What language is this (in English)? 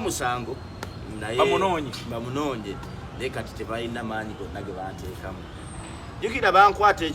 Ganda